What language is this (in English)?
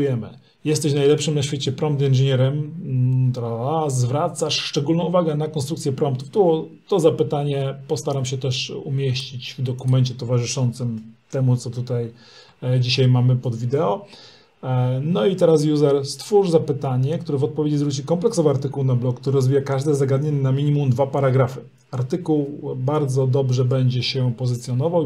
Polish